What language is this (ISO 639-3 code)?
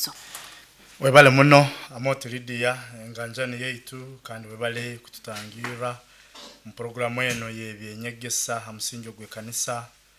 nyo